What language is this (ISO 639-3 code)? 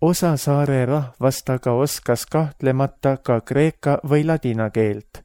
est